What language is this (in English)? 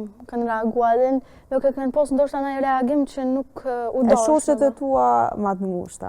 Albanian